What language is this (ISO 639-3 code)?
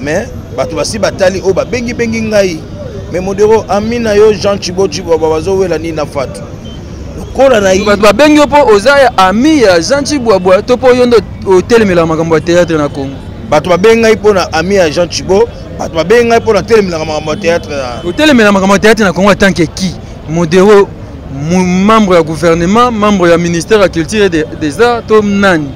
lin